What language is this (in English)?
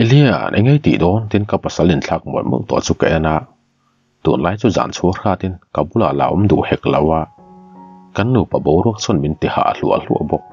Mizo